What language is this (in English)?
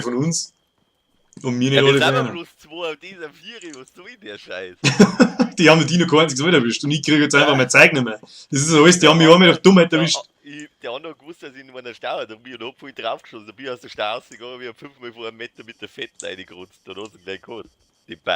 Bavarian